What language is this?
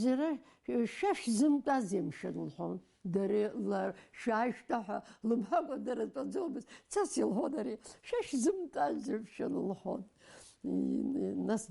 Abkhazian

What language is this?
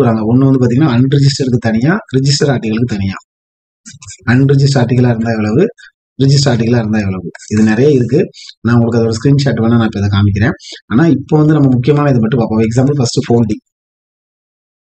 Tamil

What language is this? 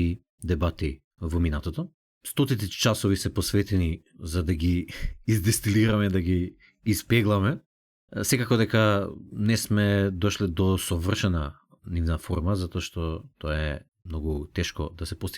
Macedonian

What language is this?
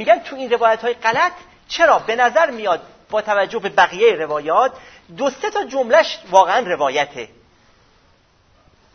Persian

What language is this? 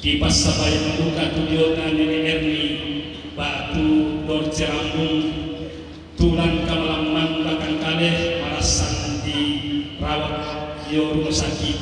Toraja-Sa'dan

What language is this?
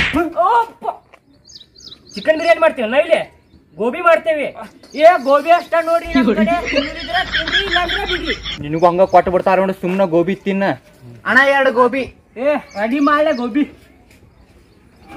Kannada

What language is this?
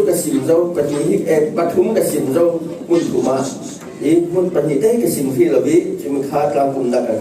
Falam Chin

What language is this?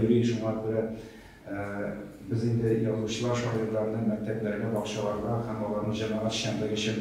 Tatar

